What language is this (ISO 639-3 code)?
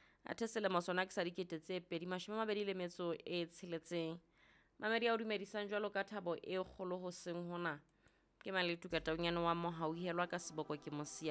sot